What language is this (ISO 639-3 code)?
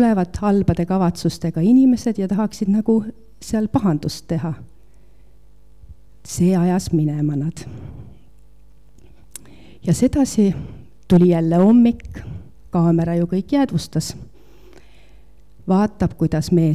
est